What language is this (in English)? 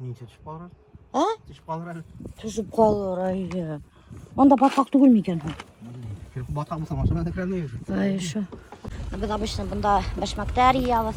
Bashkir